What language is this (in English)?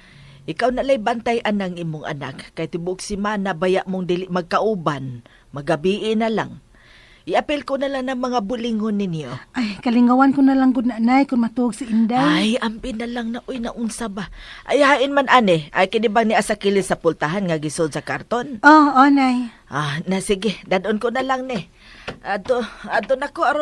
Cebuano